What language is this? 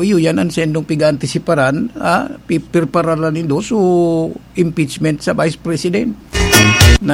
Bikol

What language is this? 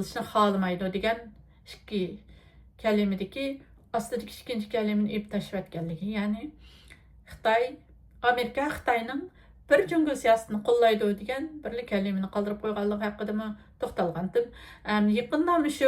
Uyghur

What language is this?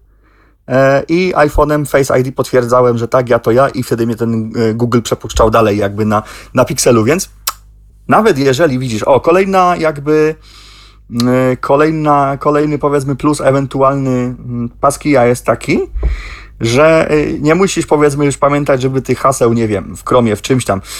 Polish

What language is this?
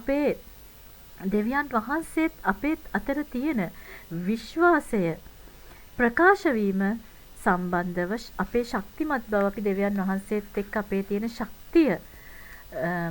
Sinhala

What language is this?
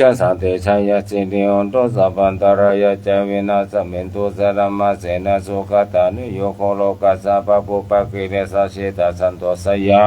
Pali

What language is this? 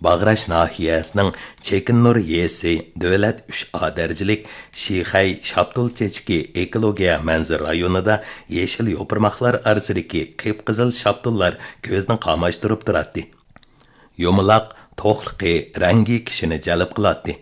Uyghur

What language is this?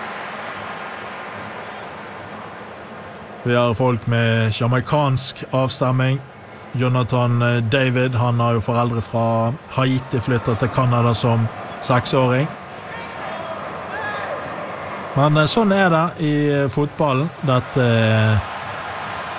Norwegian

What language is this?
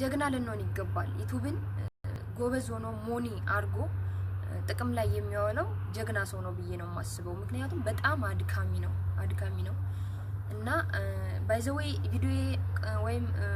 Amharic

